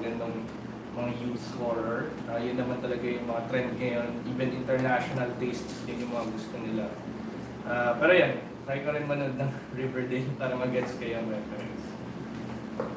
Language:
Filipino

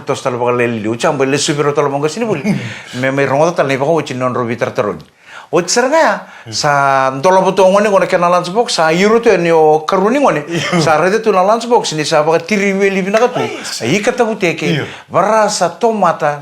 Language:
Fijian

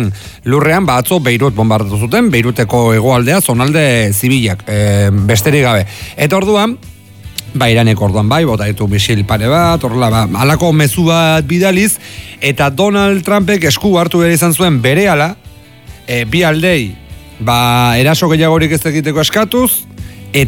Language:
Basque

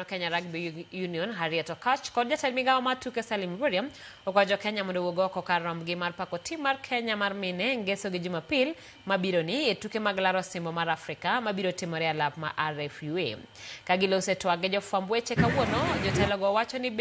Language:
Luo (Kenya and Tanzania)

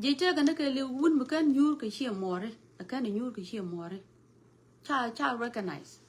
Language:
Nuer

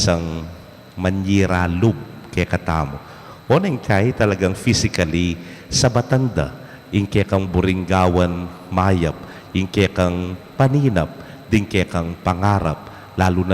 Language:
Pampanga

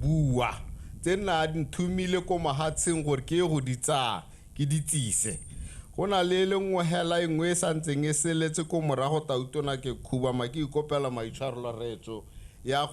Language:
Tswana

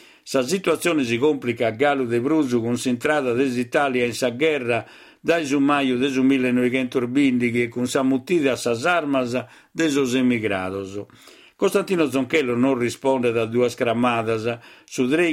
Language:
Sardinian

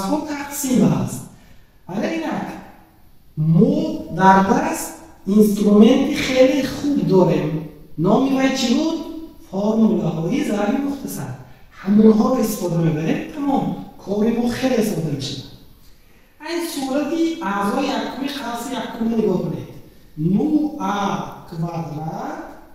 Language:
Tajik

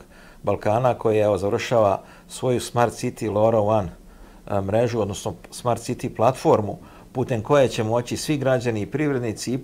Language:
Serbian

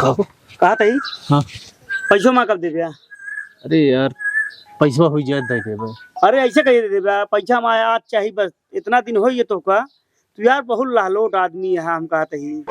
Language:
Awadhi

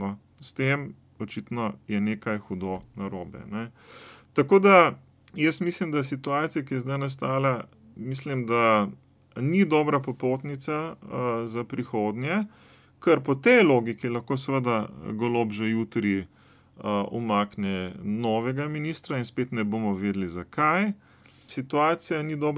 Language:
Slovenian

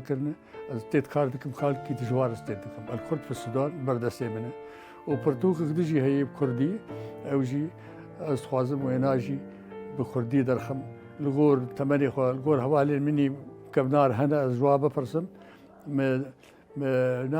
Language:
Kurdish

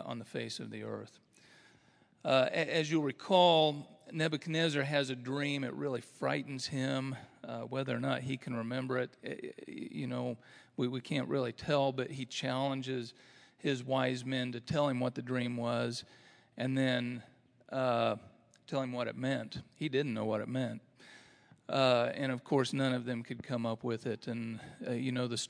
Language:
English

